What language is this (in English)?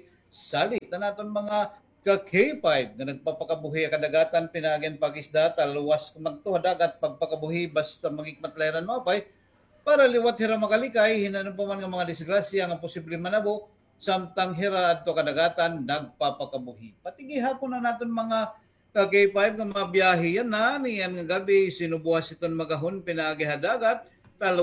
Waray